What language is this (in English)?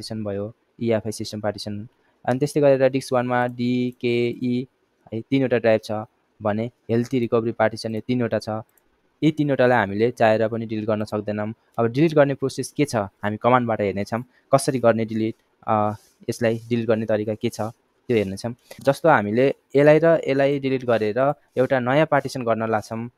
Nepali